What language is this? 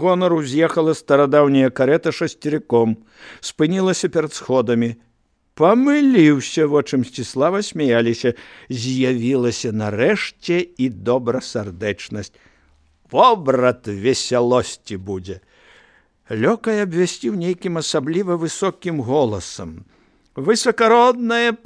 Belarusian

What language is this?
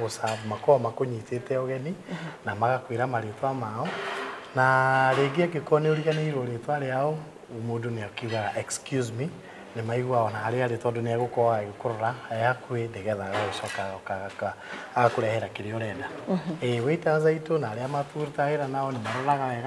Kikuyu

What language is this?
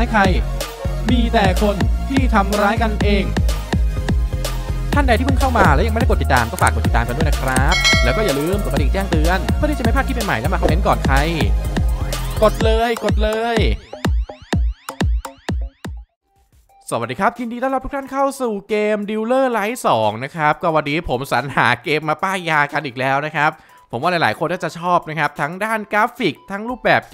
Thai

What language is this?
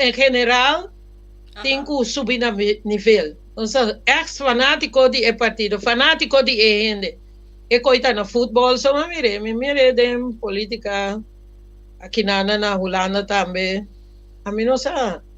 Papiamento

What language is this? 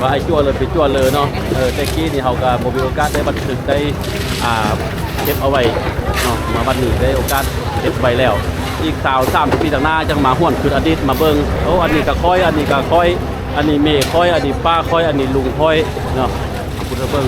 Lao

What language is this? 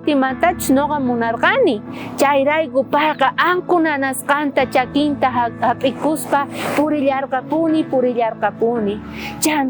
South Bolivian Quechua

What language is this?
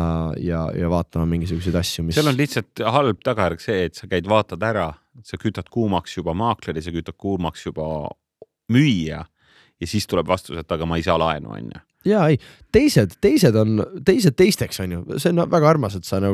Estonian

